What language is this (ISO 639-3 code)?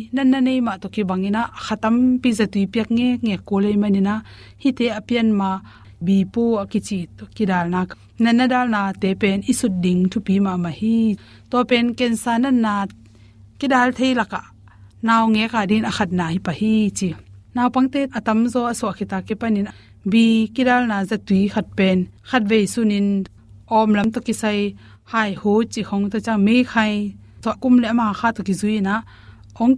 ctd